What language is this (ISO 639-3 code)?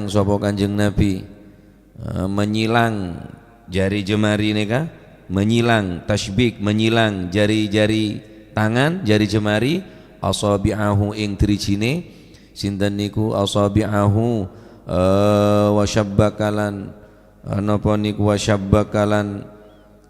mad